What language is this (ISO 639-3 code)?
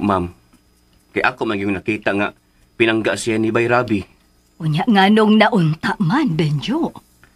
ceb